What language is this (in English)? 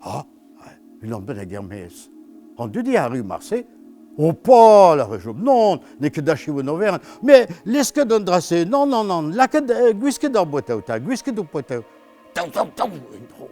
Breton